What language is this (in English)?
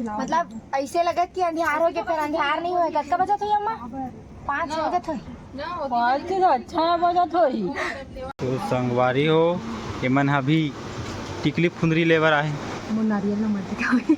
Chhattisgarhi